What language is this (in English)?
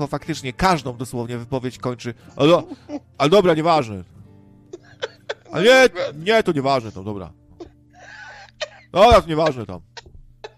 Polish